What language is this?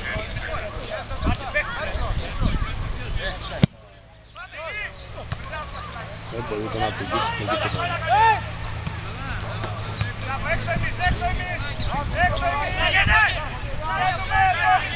Greek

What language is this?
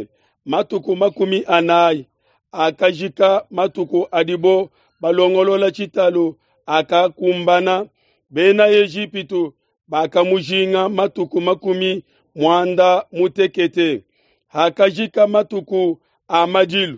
Luba-Lulua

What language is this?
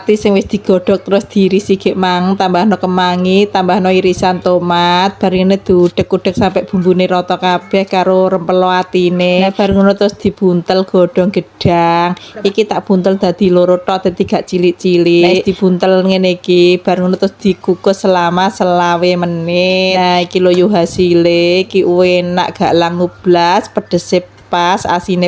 Javanese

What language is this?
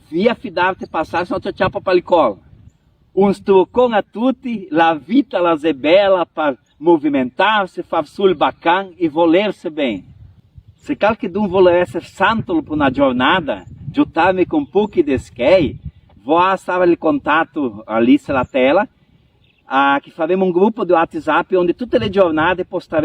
Venetian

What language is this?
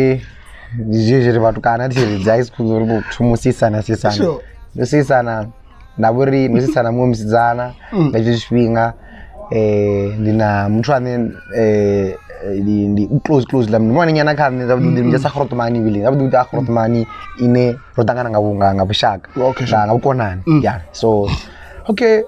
Venda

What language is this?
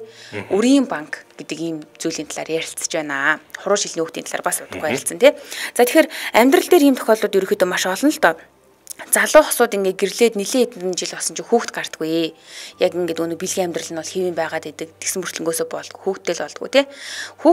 Mongolian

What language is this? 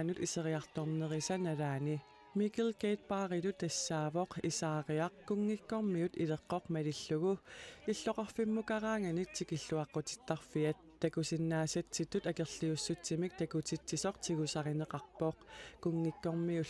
Kalaallisut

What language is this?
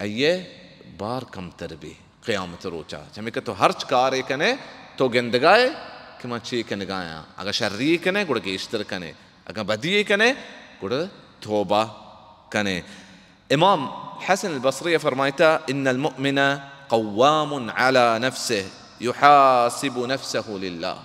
Baluchi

